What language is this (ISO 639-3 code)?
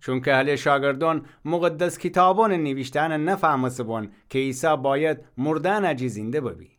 glk